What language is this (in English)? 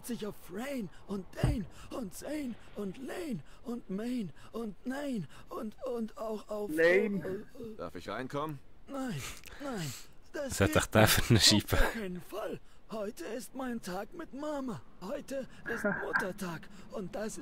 Swiss German